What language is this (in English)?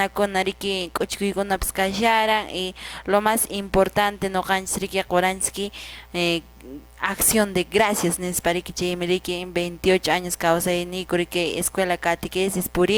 Quechua